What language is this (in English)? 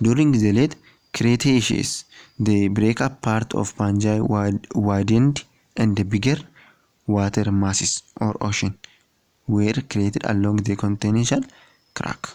Oromo